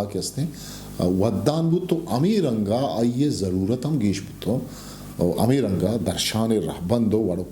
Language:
Eastern Balochi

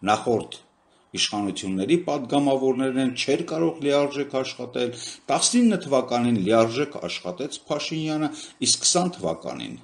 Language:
Armenian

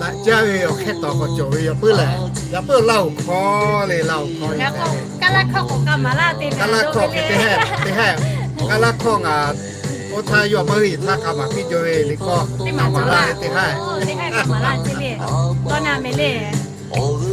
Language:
Lahu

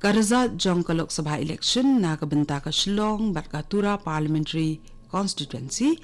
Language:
Khasi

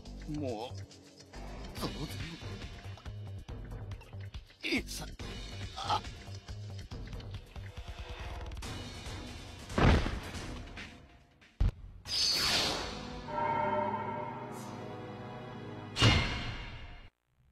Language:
Japanese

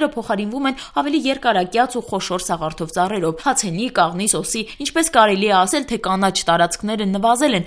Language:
Armenian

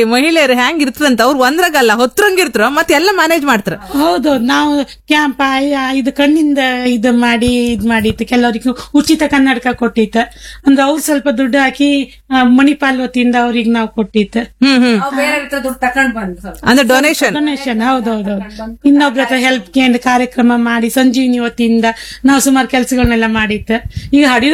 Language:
Kannada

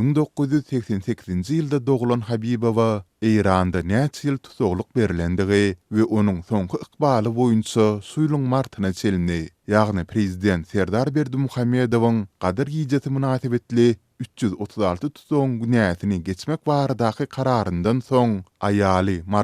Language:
Turkmen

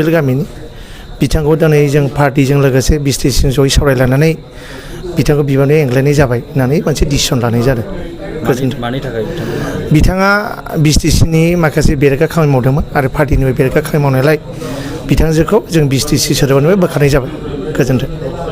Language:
Bodo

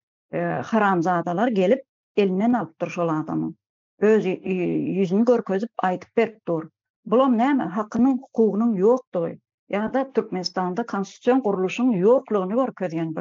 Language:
Turkmen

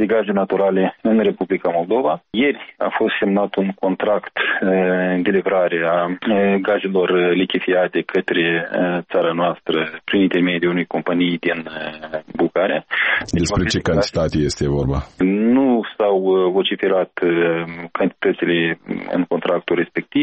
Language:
Romanian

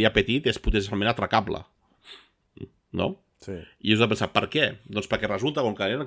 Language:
Catalan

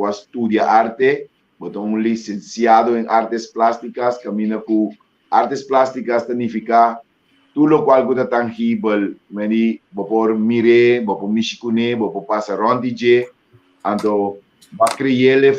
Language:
Papiamento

